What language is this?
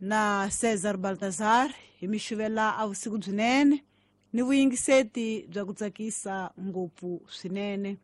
Tsonga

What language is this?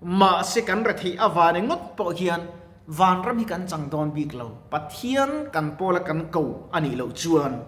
Mizo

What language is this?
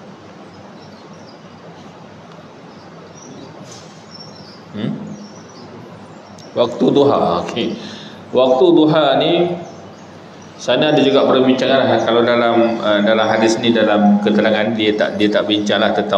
Malay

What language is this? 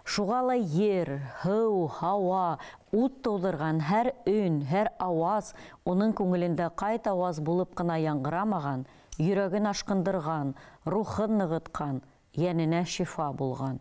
Bashkir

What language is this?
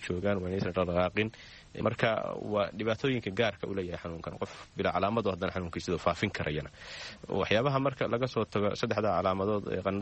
Somali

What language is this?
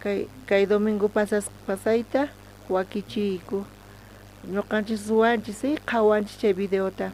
South Bolivian Quechua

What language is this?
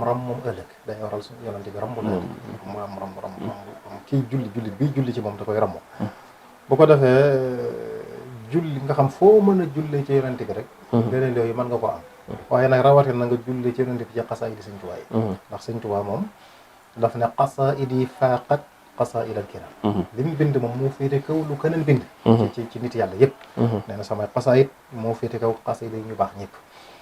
Wolof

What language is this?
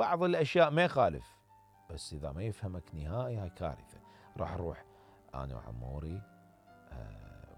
Mesopotamian Arabic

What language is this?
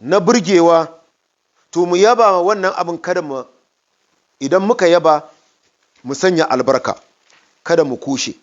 Hausa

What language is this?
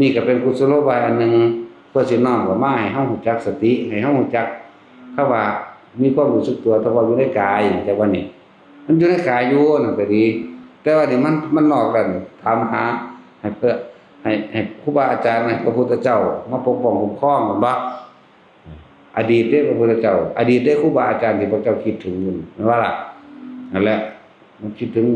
Northeastern Thai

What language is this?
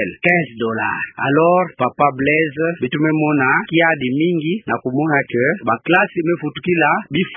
Kituba (Democratic Republic of Congo)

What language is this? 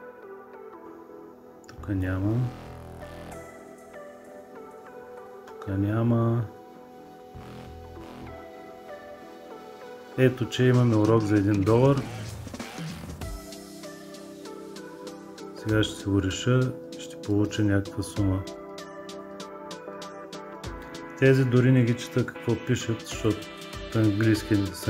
Bulgarian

